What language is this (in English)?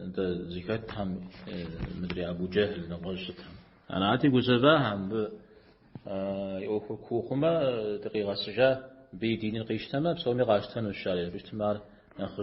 Kabardian